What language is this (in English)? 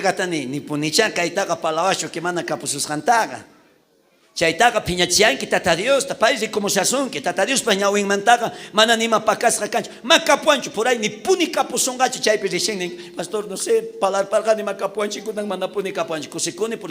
South Bolivian Quechua